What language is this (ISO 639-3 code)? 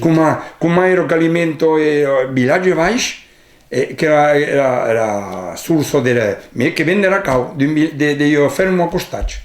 oci